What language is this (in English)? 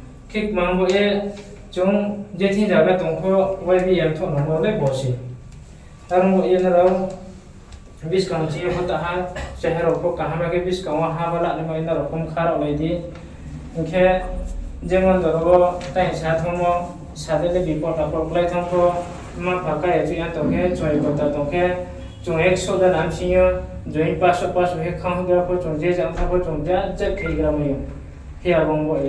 Riang (India)